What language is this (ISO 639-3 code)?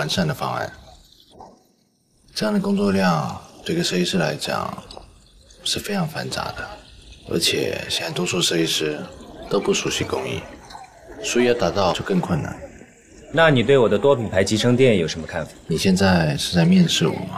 zho